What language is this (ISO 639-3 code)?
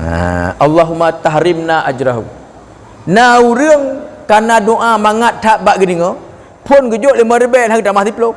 ace